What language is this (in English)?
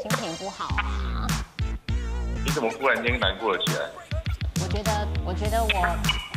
Chinese